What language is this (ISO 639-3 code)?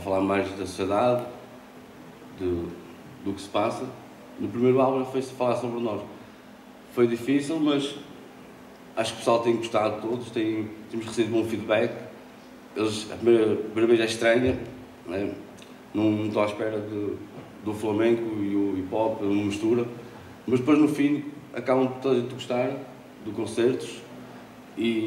por